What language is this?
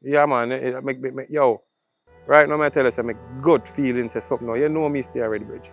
Jamaican Creole English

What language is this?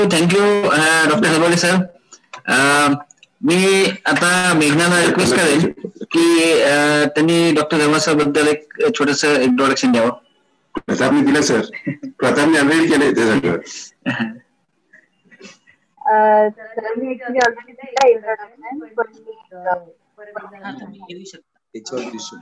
Marathi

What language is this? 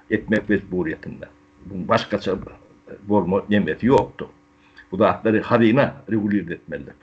Turkmen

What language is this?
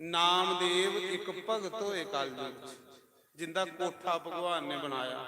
Dogri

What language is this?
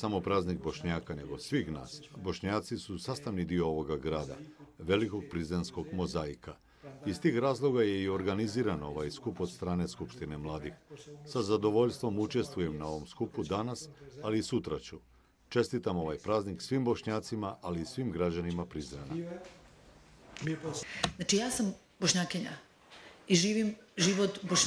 Bosnian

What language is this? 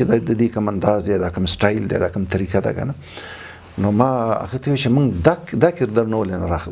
Pashto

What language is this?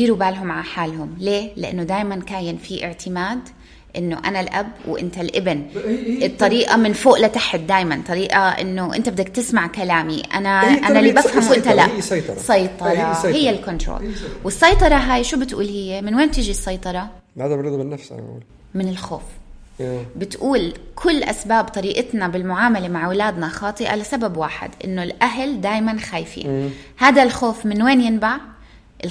North Levantine Arabic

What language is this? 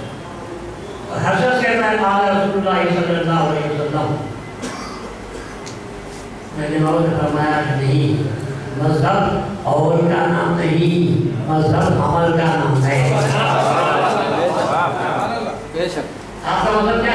Urdu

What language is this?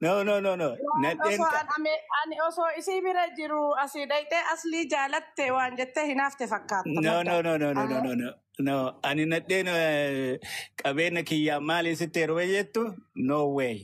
Oromo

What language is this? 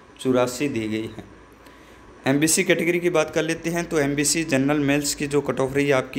Hindi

